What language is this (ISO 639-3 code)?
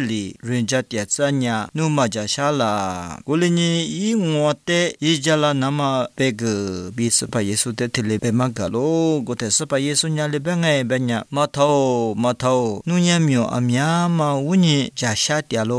lis